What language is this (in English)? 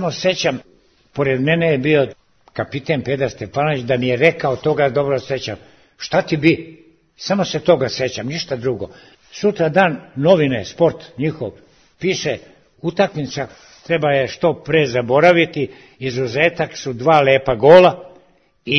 Serbian